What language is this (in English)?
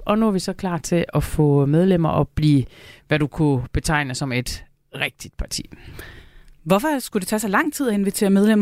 Danish